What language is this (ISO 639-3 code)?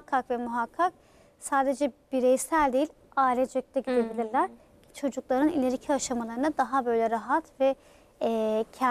tur